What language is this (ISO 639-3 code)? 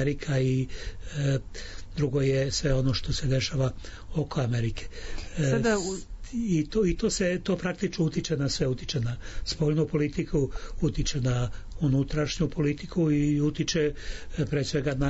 srp